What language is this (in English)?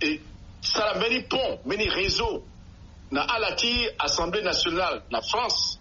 Sango